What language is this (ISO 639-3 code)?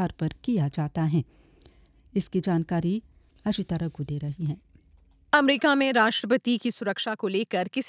hin